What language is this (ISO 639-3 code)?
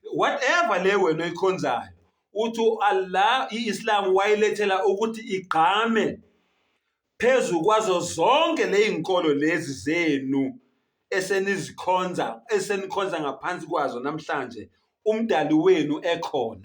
zul